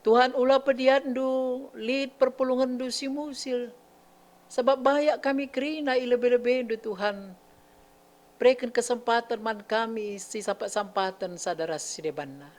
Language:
Batak Karo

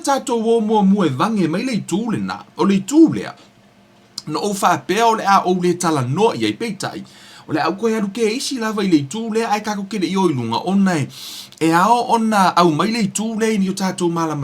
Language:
Samoan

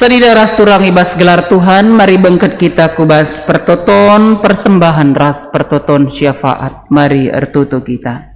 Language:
Batak Karo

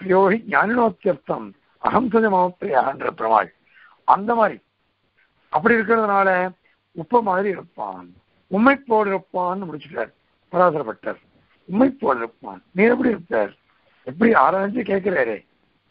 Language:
Tamil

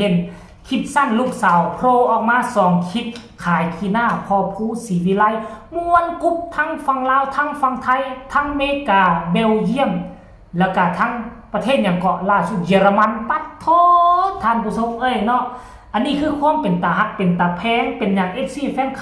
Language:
Northeastern Thai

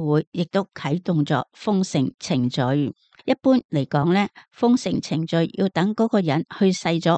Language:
Cantonese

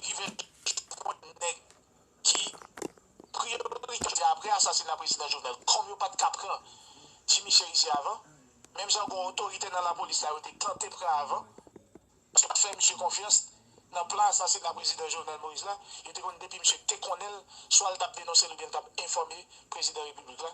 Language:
Haitian Creole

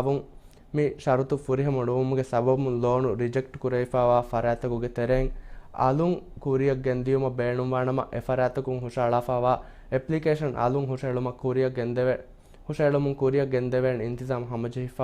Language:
Divehi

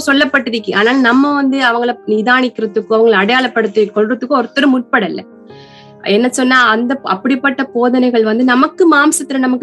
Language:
Tamil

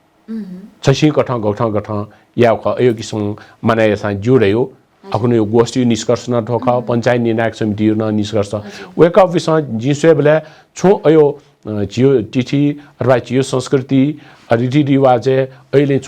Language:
Newari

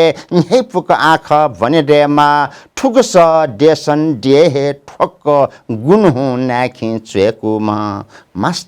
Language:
Newari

